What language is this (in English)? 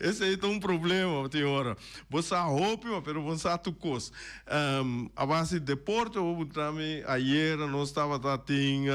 Papiamento